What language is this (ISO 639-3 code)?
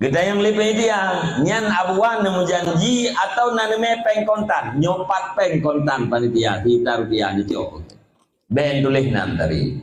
ace